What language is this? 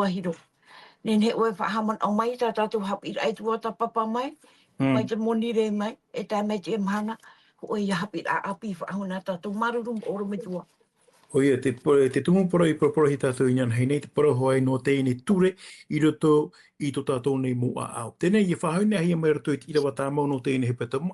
Tahitian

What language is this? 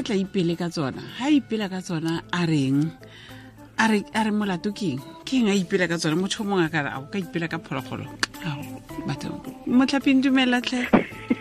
Tswana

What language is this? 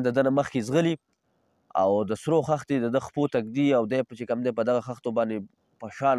Pashto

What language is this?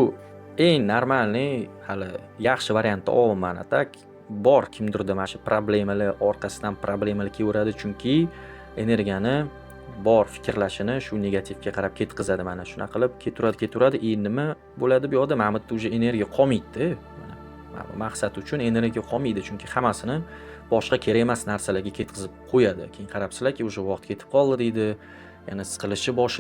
Uzbek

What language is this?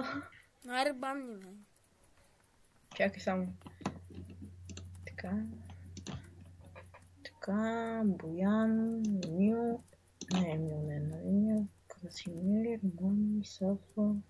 Bulgarian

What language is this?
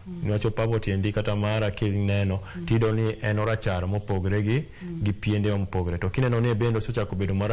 Luo (Kenya and Tanzania)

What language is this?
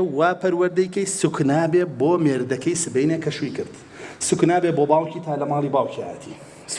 Central Kurdish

